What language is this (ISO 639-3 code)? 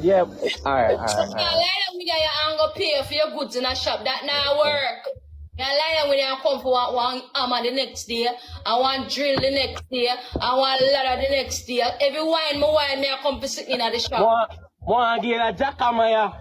jam